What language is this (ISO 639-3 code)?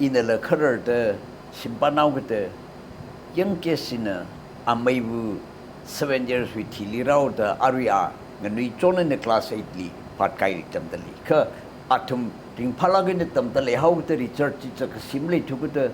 nmf